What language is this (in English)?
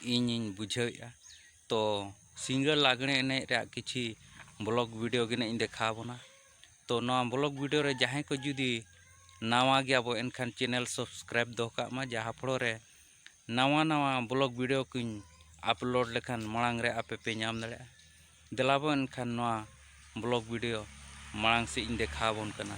Santali